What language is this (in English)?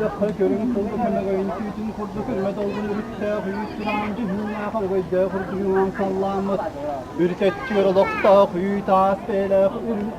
Yakut